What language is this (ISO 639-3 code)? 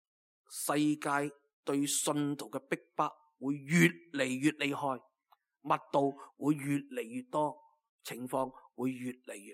yue